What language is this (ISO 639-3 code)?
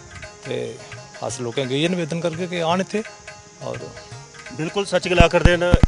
doi